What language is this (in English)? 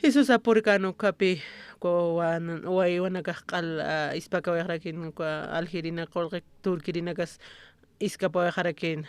Aymara